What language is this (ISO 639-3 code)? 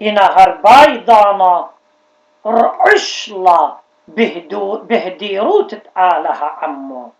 aii